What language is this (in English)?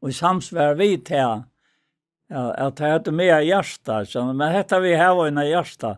Faroese